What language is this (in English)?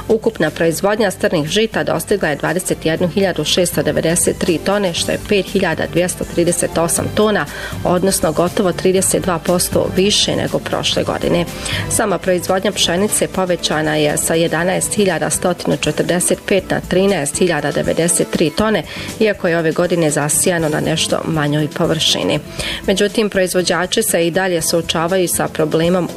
Bosnian